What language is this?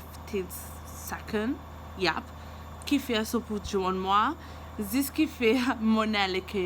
Morisyen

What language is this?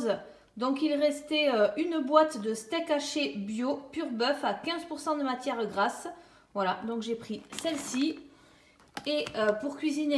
French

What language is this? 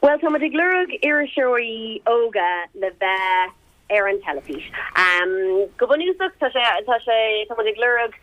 Irish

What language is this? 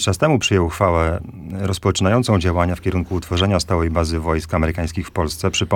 Polish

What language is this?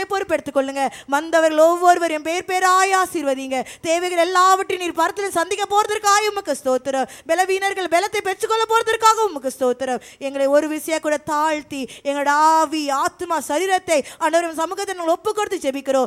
Tamil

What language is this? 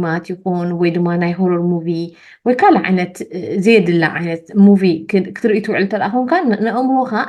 Tigrinya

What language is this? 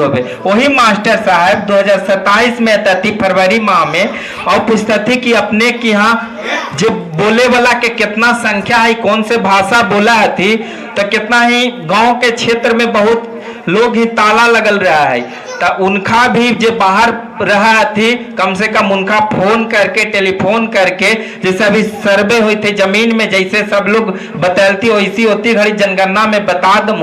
Magahi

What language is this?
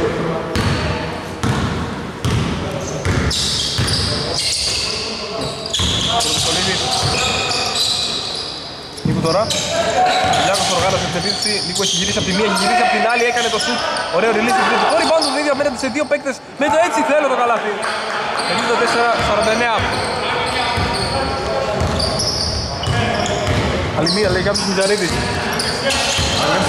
Greek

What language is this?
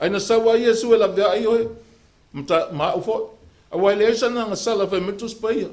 Samoan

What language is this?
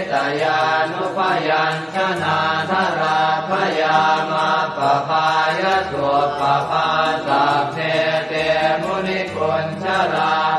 Pali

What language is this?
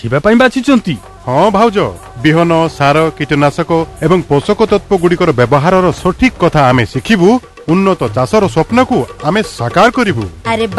Odia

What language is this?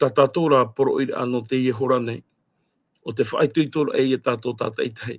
Tahitian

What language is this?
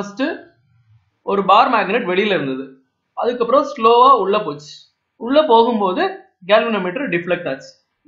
Tamil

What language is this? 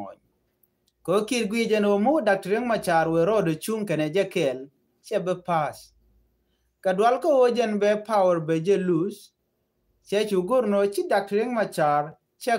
Nuer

